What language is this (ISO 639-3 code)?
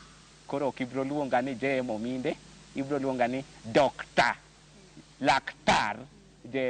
luo